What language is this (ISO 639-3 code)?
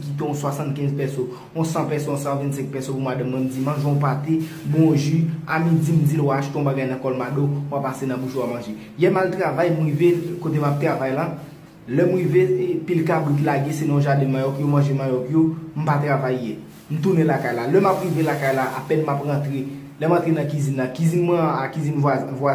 hat